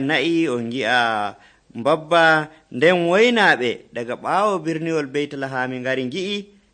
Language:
Nigerian Fulfulde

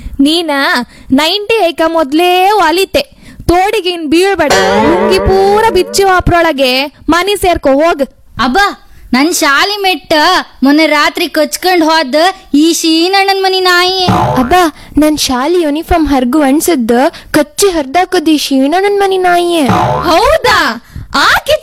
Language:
Kannada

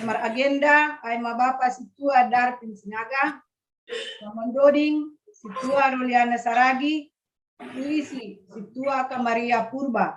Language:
Batak Simalungun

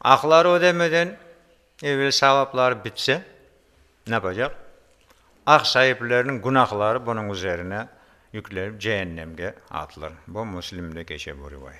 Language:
Crimean Tatar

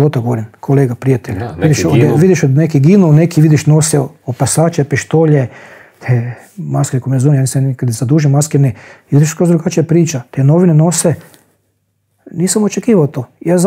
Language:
Croatian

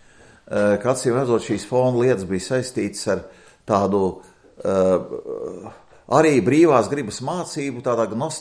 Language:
Latvian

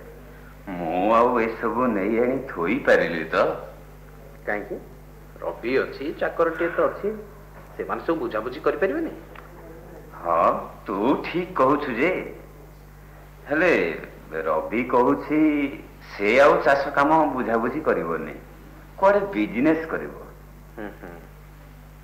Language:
Odia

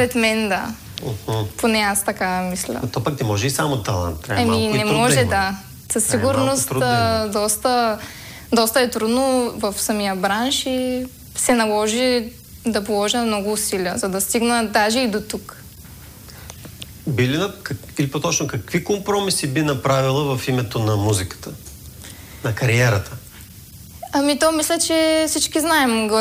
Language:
Bulgarian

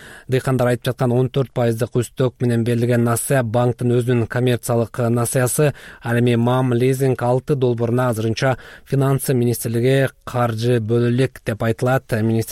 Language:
Kyrgyz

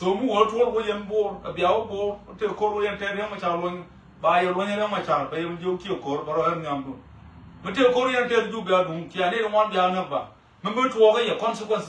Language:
Nuer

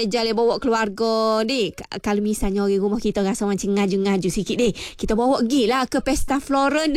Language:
Malay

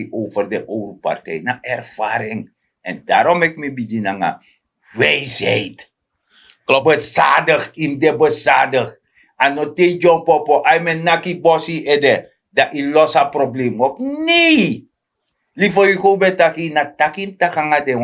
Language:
Sranan Tongo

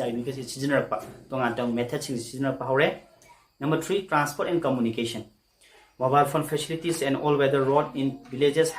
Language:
Manipuri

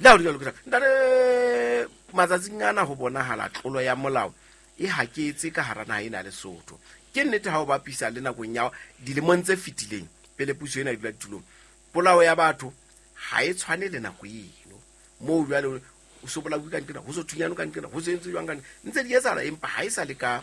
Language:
Southern Sotho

